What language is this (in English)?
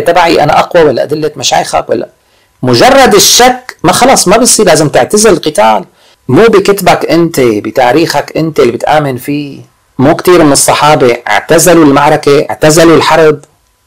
North Levantine Arabic